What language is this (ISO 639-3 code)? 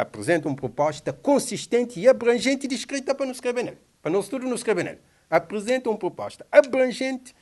kea